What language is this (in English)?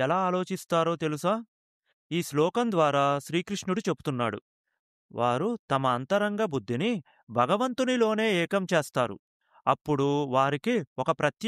Telugu